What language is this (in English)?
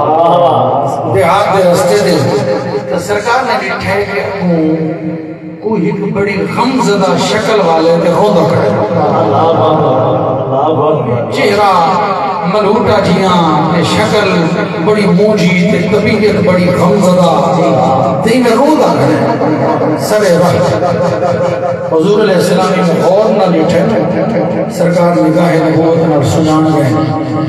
Saraiki